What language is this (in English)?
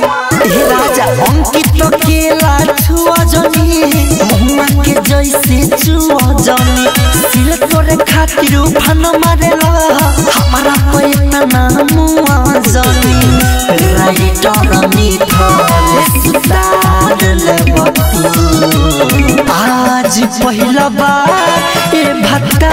Bhojpuri